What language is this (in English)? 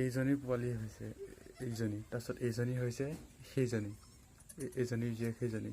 Assamese